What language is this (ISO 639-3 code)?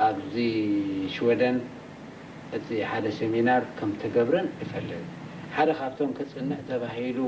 tir